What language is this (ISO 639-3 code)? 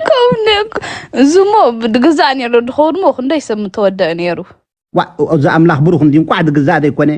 tir